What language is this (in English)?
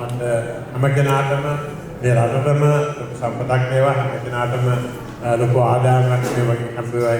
Sinhala